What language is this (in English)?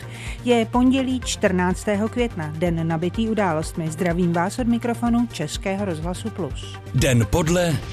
Czech